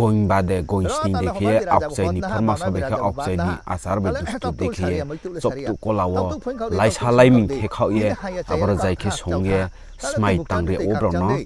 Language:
Riang (India)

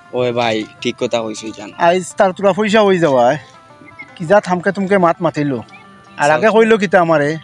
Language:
Sylheti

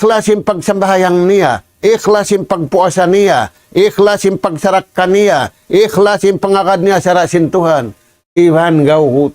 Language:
Tausug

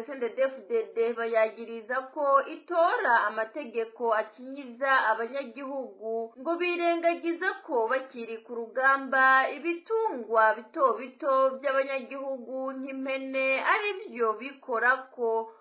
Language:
Rundi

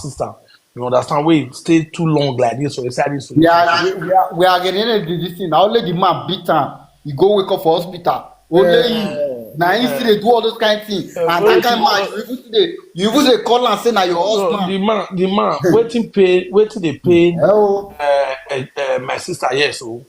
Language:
Nigerian Pidgin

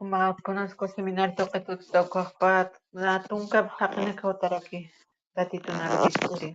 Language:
Aymara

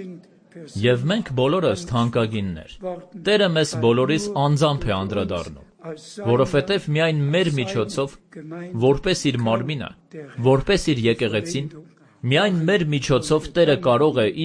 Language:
Armenian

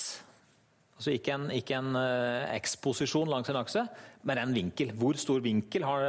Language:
Norwegian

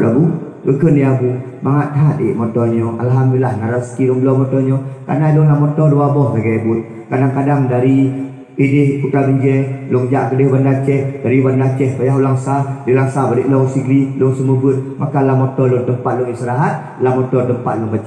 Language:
Achinese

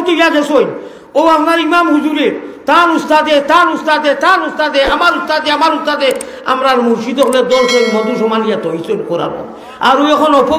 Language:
Sylheti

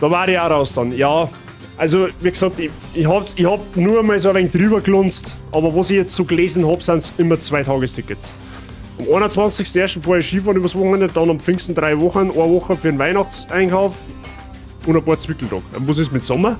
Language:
Bavarian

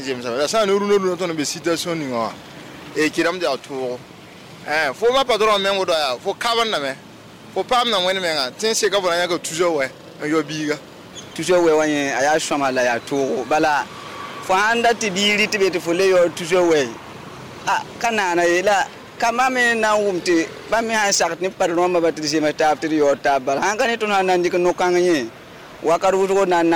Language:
Mossi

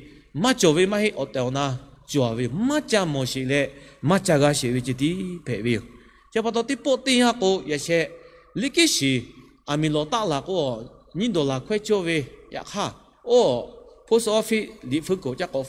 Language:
Lahu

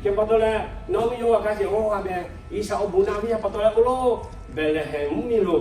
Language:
Lahu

